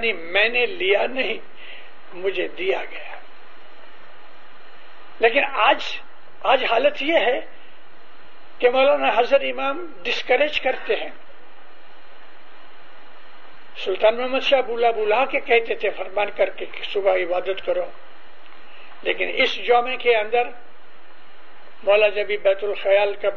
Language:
Urdu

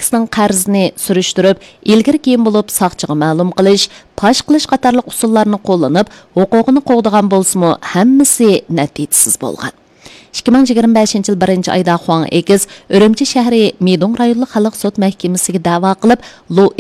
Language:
Uyghur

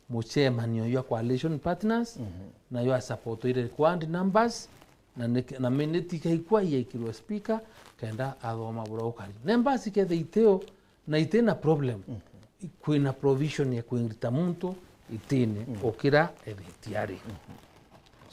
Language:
Meru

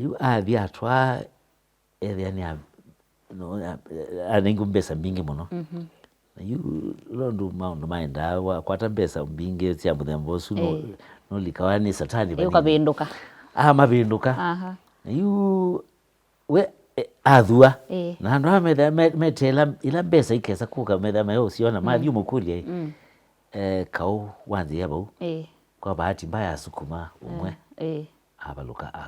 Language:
Kamba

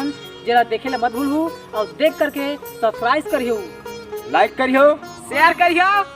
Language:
Chhattisgarhi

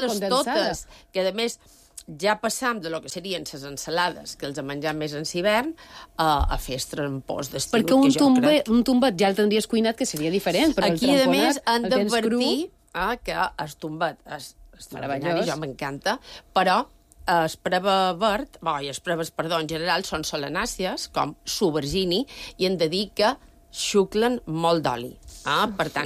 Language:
Catalan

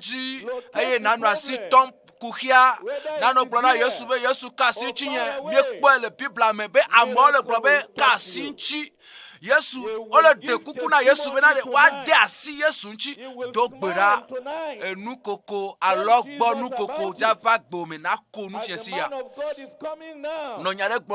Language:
Ewe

